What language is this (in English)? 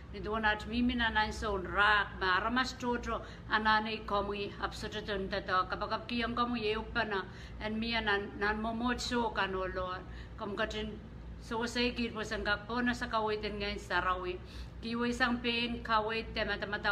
Pohnpeian